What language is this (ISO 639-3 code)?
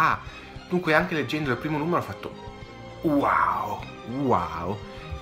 ita